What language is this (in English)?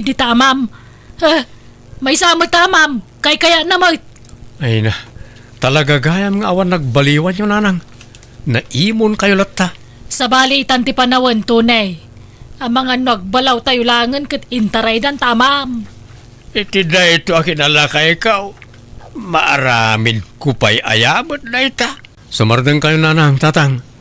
Iloko